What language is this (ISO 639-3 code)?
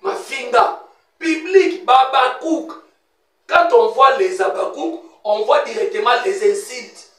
lin